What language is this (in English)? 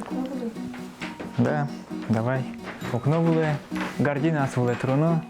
Udmurt